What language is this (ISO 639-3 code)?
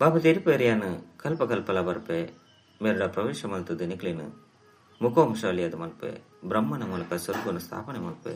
tcy